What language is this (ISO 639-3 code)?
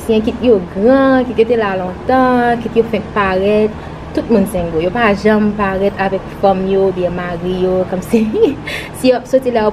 hat